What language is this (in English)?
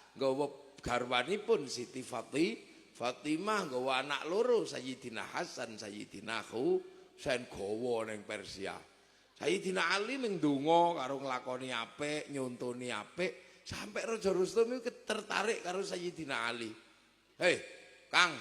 Javanese